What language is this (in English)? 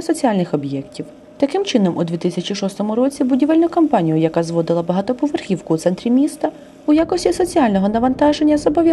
Ukrainian